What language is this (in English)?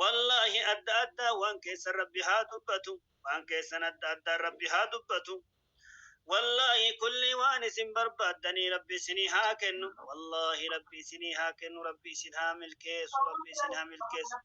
Oromo